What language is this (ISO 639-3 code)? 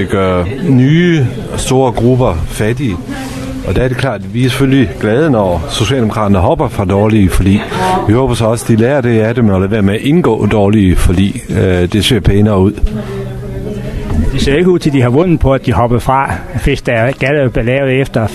dan